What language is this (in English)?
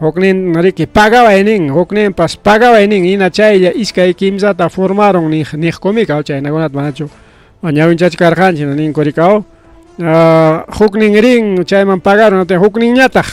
Ayacucho Quechua